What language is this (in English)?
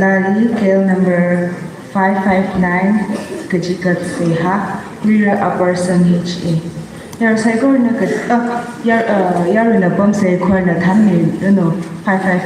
Tangkhul Naga (India)